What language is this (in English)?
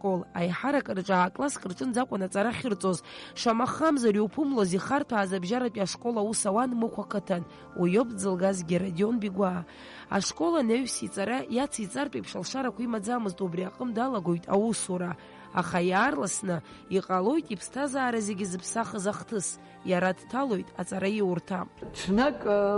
Abkhazian